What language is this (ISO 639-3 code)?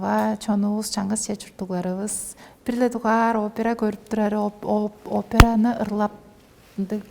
tyv